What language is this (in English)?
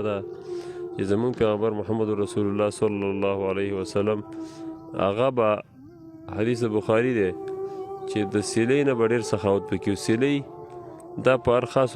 Pashto